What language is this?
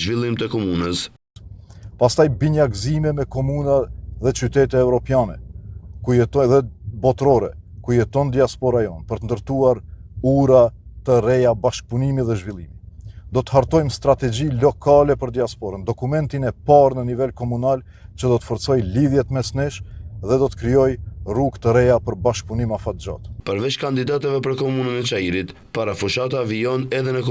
Albanian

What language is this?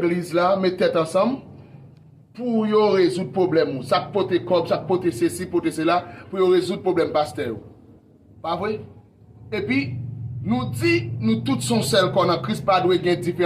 Haitian Creole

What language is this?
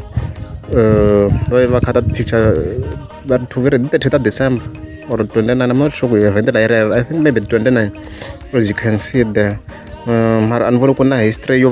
Tsonga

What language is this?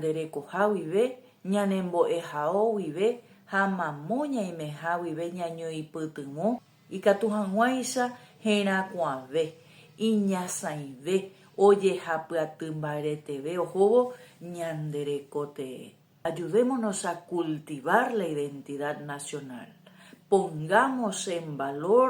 Guarani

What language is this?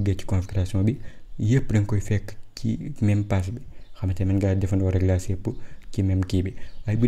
Wolof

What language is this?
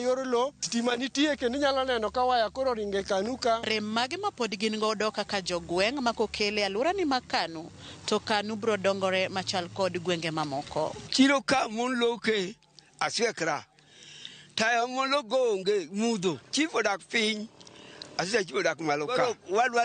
Luo (Kenya and Tanzania)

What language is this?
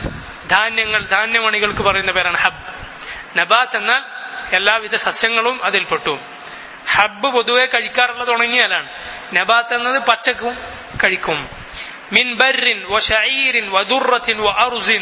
Malayalam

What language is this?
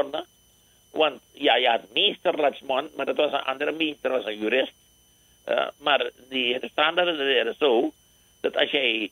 Dutch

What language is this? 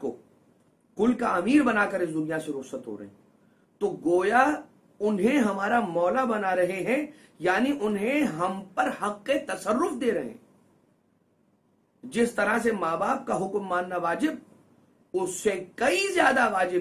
Urdu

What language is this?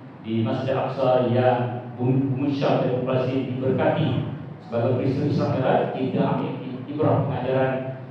Malay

